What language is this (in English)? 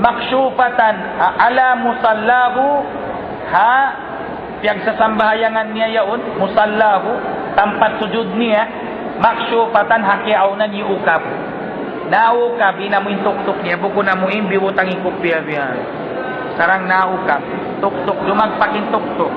Tausug